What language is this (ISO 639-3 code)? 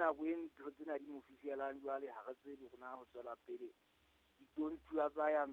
sot